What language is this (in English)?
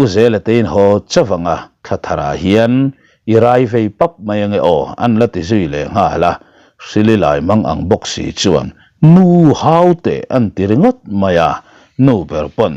Mizo